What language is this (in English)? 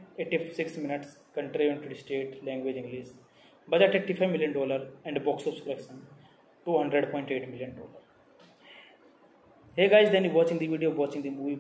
English